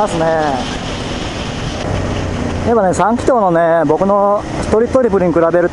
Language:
Japanese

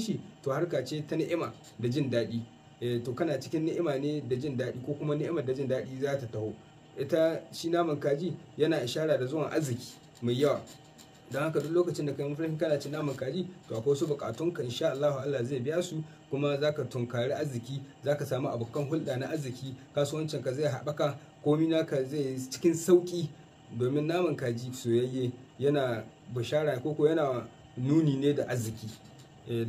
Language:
Hausa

